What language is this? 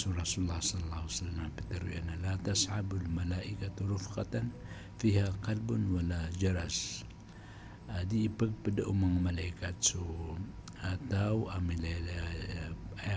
Maranao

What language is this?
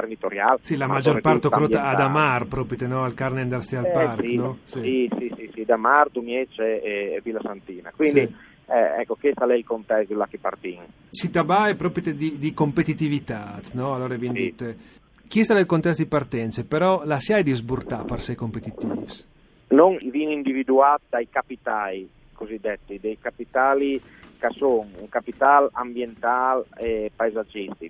Friulian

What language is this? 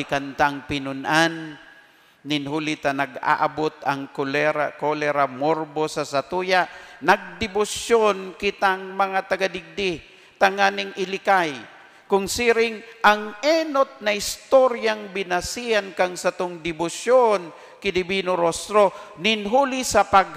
Bikol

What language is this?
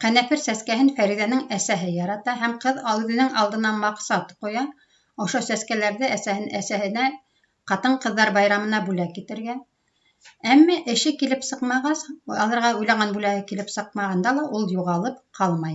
Bashkir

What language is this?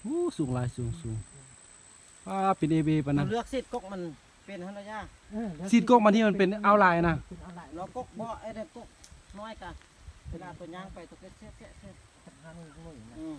Lao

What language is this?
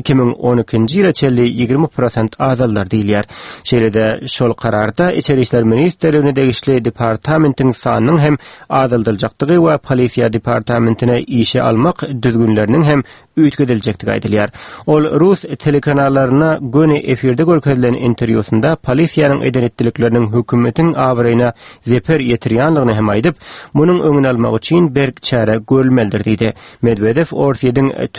Turkmen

